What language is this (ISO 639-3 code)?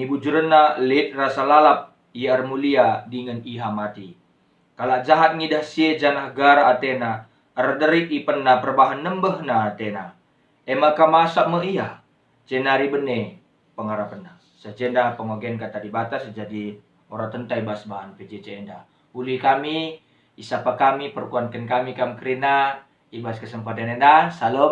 btx